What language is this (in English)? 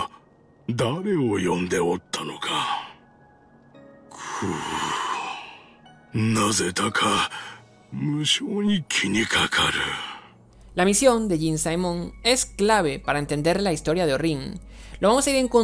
Spanish